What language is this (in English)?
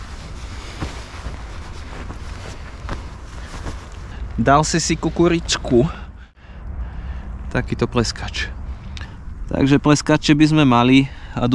Slovak